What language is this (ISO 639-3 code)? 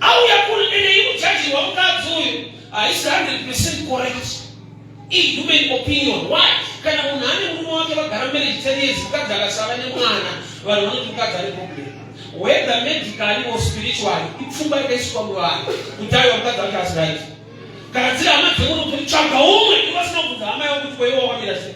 sna